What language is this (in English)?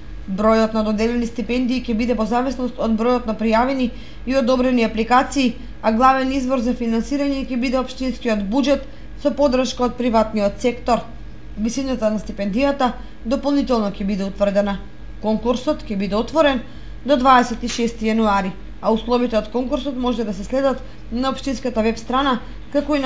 Macedonian